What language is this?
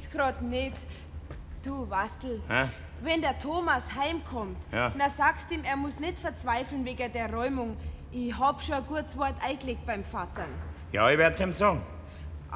Bavarian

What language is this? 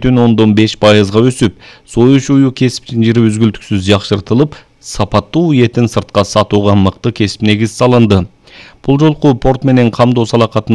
Kyrgyz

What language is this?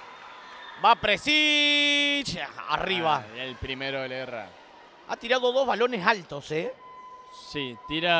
Spanish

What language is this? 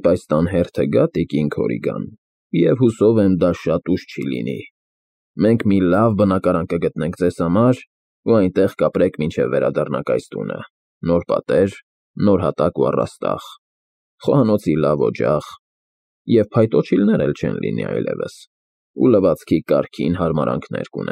Armenian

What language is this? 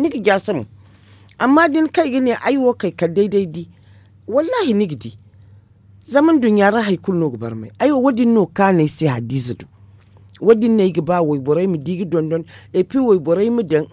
Zarma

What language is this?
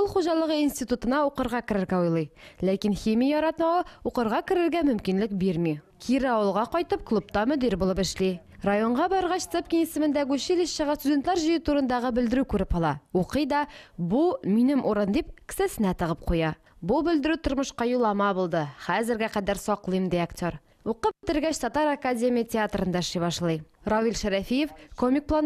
Tatar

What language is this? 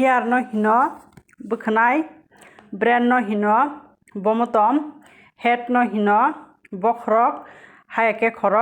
Kok Borok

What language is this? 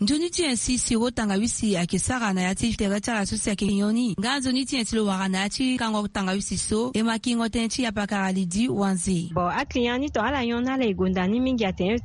Sango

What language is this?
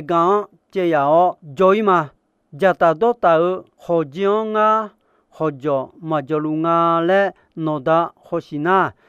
Akha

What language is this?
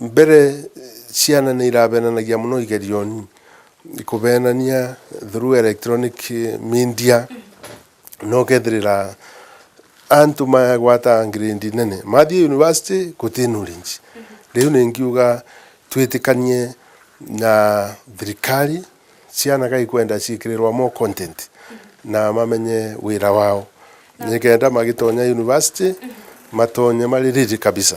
Meru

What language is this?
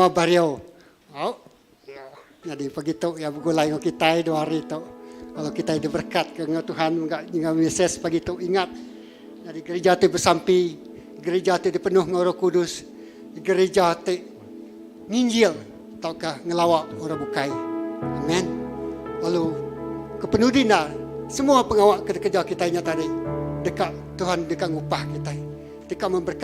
Iban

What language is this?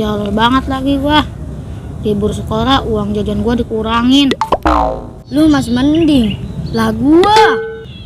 Betawi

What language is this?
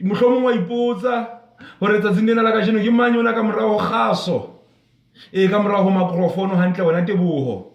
Southern Sotho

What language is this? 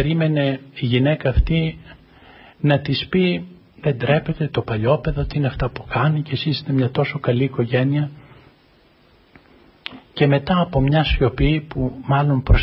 Greek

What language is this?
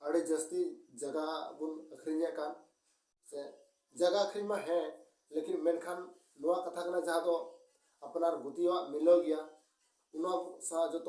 Santali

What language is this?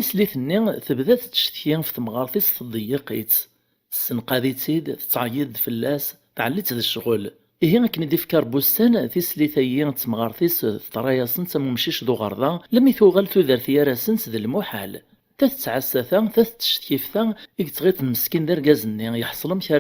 Kabyle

